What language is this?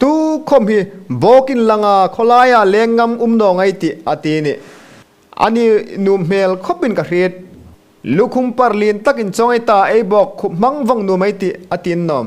Hmar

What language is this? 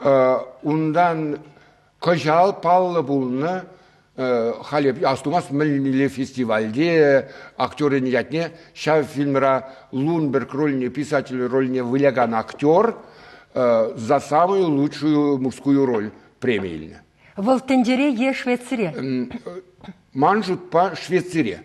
Chuvash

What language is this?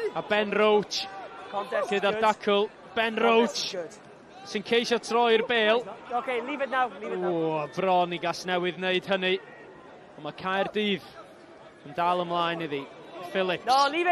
Welsh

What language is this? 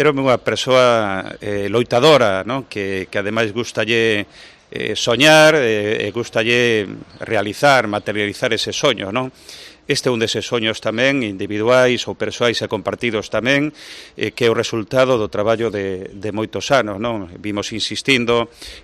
Galician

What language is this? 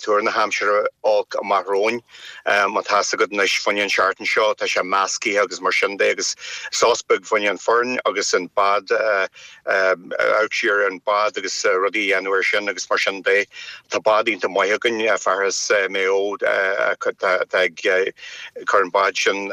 Irish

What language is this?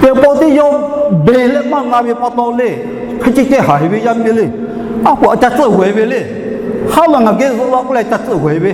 Lahu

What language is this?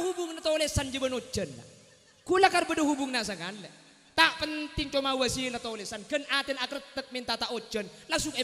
Madurese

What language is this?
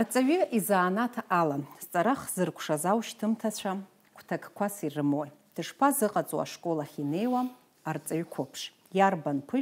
Abkhazian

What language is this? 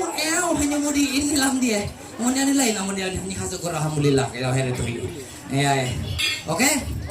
Ma'anyan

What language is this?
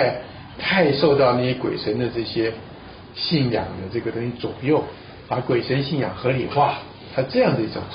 Chinese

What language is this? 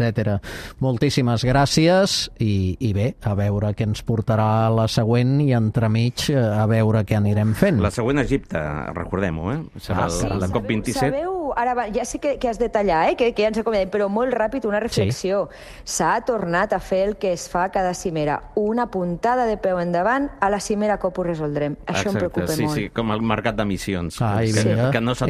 Catalan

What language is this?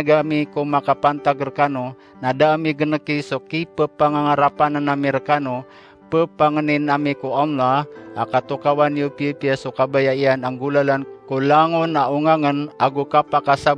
Maranao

